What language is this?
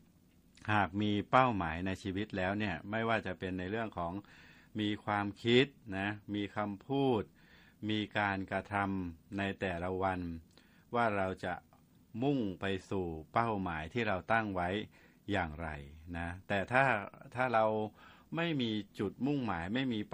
Thai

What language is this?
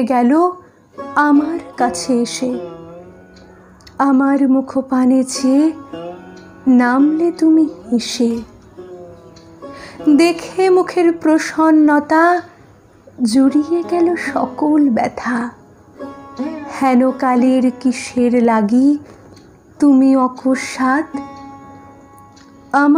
Bangla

